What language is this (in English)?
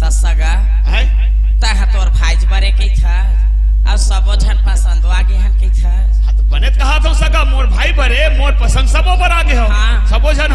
Chhattisgarhi